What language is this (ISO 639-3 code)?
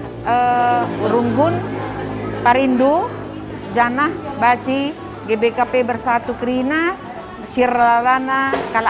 btx